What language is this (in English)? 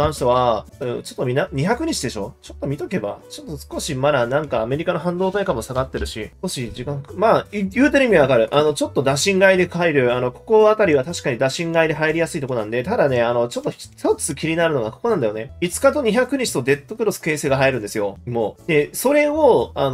Japanese